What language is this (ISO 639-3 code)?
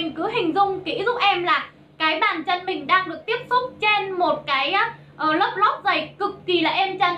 vie